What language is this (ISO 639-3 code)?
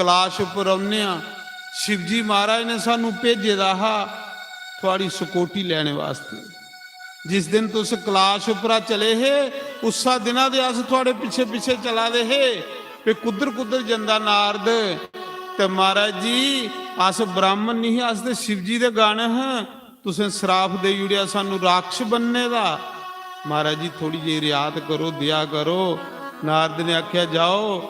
doi